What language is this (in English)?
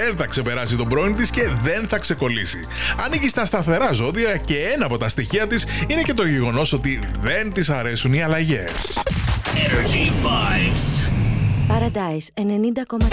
Greek